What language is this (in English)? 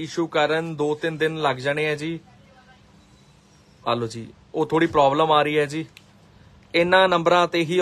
Punjabi